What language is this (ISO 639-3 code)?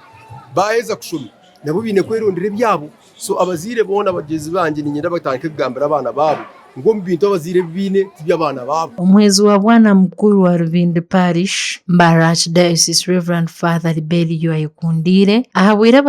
nyn